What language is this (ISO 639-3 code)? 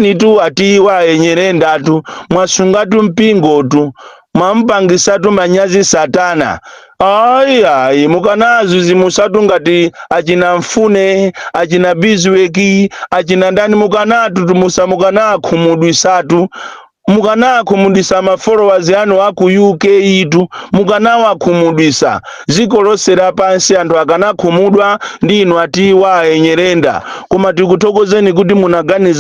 nya